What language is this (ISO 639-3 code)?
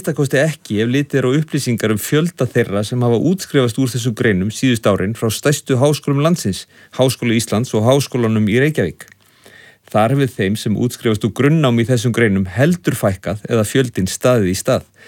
isl